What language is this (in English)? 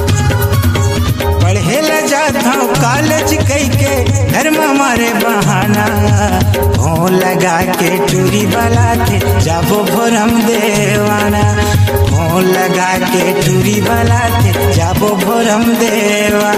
Chhattisgarhi